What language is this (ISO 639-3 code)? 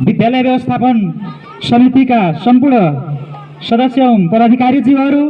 nep